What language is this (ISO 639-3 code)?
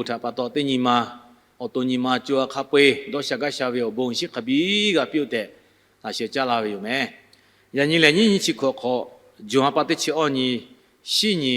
lhu